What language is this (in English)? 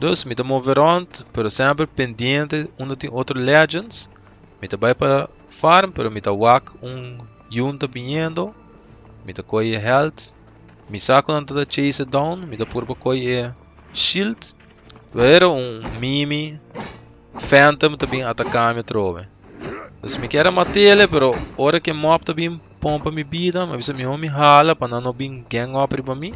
Papiamento